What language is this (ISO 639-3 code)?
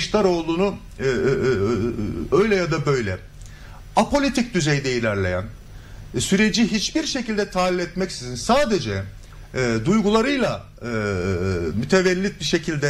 tur